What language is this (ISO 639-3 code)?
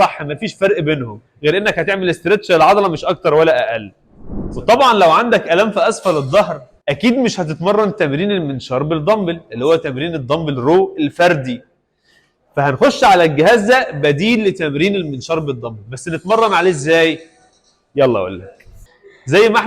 arz